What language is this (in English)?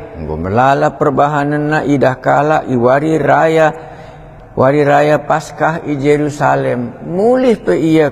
Batak Karo